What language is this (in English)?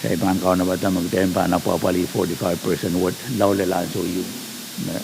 Pohnpeian